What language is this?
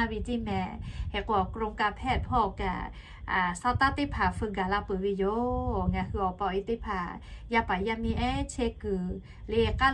Lahu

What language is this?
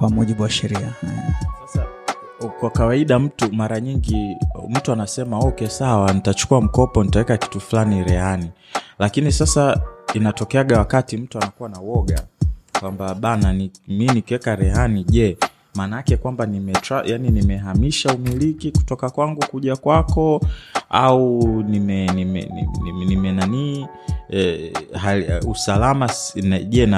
Swahili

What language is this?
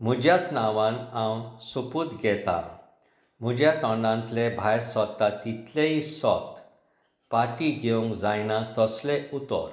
Konkani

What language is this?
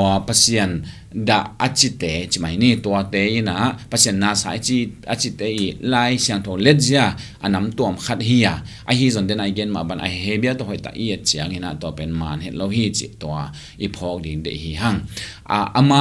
Tedim Chin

